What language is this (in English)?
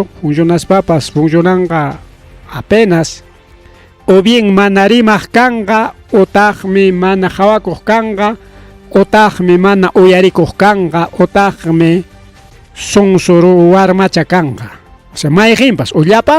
Ayacucho Quechua